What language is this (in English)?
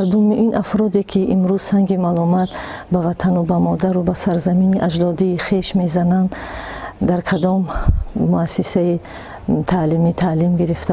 Tajik